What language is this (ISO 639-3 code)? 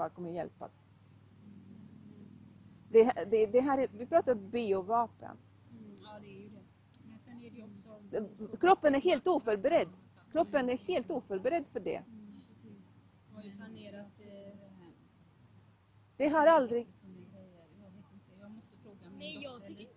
swe